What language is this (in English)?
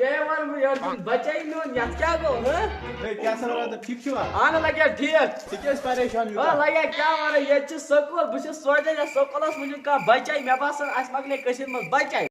Kashmiri